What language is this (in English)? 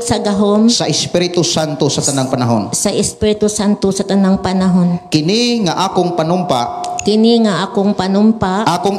Cebuano